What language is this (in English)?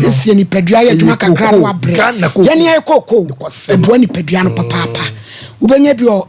Akan